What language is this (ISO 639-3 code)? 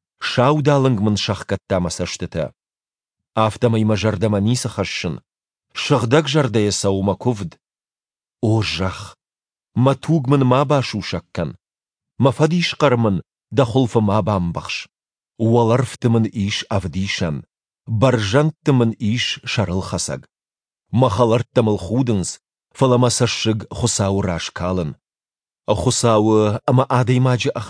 oss